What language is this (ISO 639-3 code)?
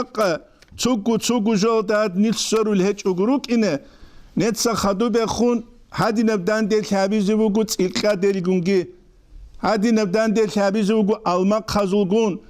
ava